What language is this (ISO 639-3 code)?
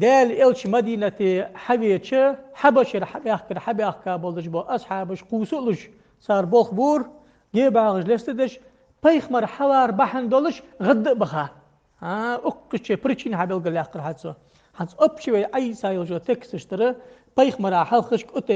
inh